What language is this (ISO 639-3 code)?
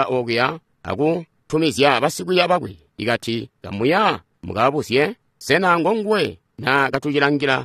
toi